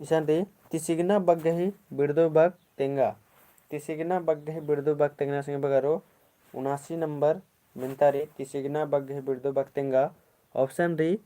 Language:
Kurukh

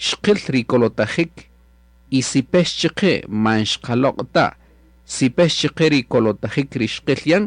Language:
Kaqchikel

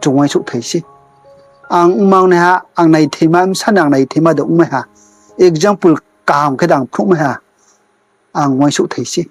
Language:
Riang (India)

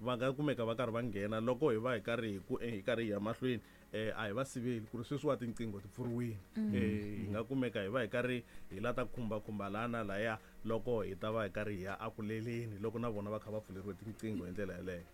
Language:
Tsonga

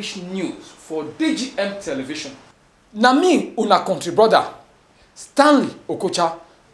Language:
Nigerian Pidgin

